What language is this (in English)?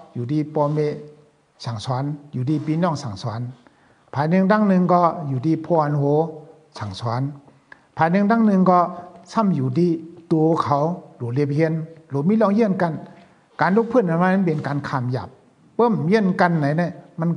Shan